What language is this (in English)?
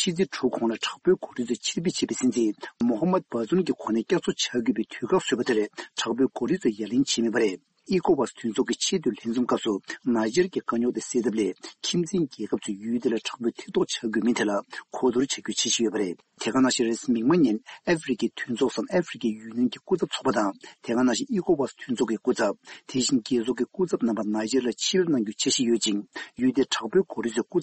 Tibetan